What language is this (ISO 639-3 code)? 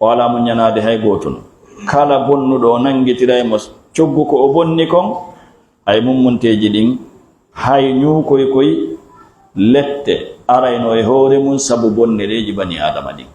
ful